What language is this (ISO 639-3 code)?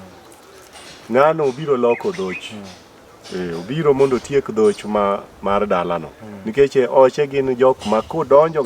luo